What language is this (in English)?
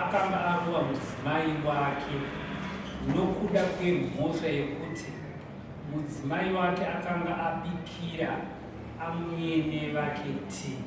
Shona